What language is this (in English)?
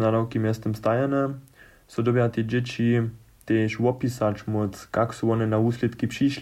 Upper Sorbian